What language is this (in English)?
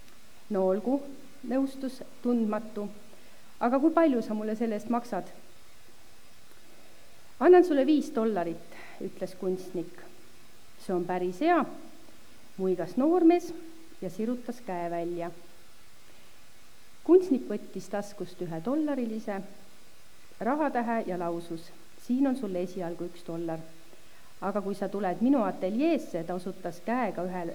Estonian